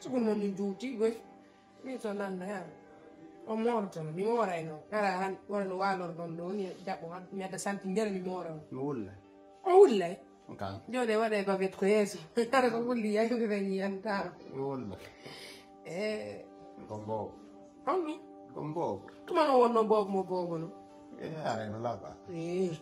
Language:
Fula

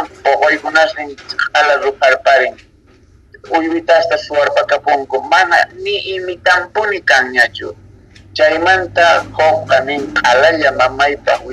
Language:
South Bolivian Quechua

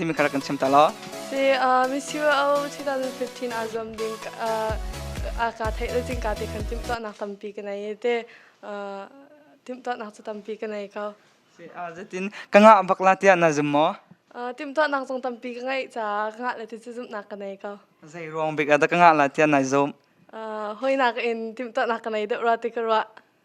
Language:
Hakha Chin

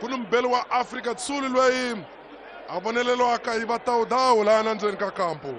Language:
Tsonga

